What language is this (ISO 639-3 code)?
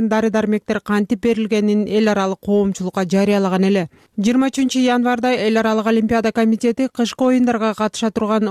kir